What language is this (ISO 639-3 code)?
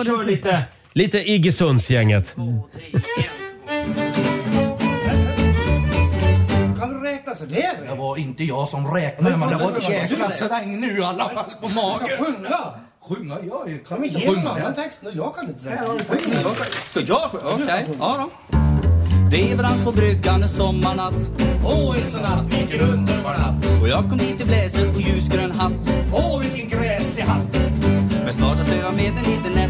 swe